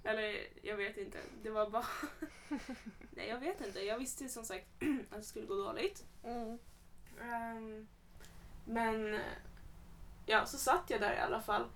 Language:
Swedish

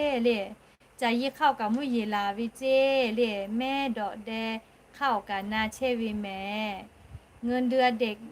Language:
Lahu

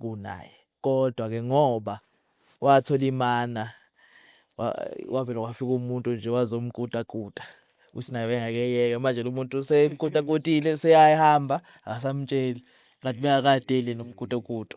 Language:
Zulu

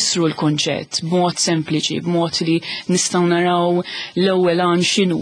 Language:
Maltese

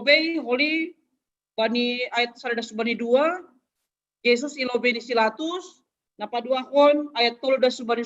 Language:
Batak Simalungun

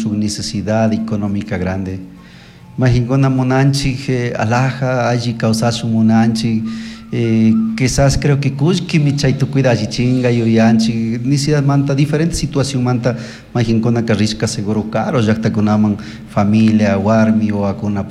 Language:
Chimborazo Highland Quichua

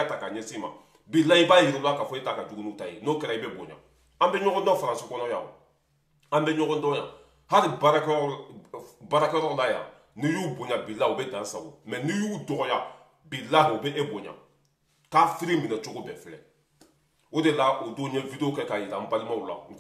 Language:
Bambara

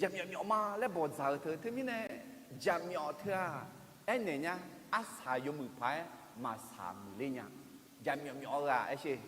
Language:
Akha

